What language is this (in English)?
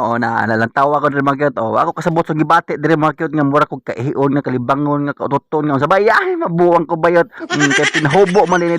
Cebuano